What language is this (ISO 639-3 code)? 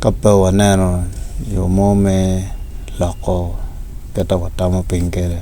ach